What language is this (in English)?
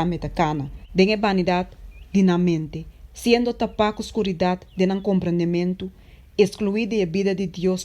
Papiamento